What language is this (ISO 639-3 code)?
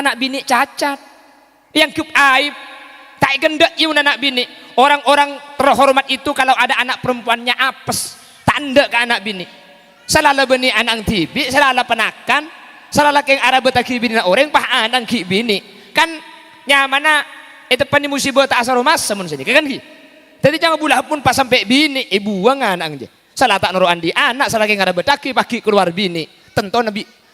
mad